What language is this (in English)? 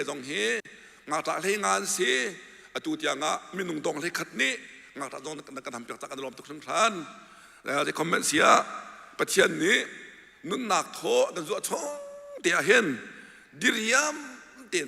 Hakha Chin